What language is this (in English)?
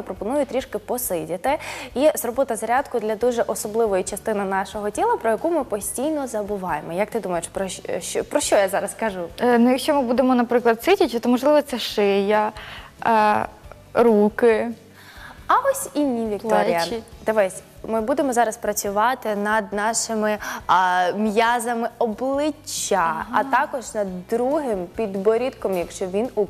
Ukrainian